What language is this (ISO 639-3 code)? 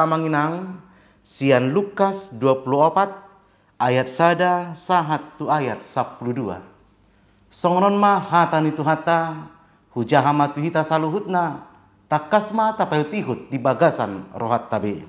bbc